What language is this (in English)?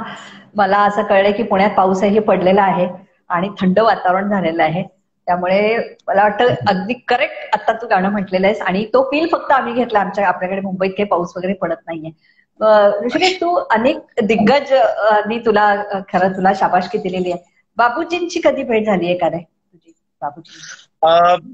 Marathi